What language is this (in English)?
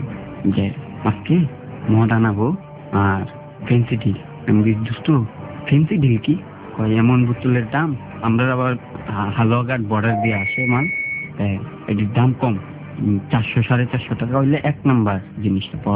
Bangla